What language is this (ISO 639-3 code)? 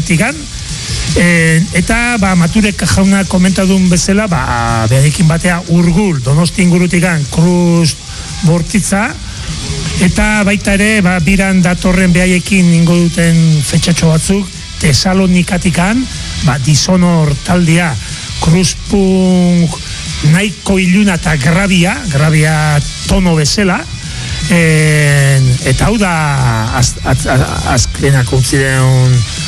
eus